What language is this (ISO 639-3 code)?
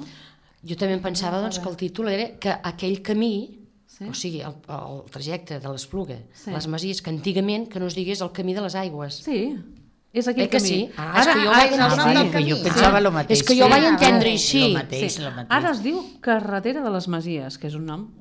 cat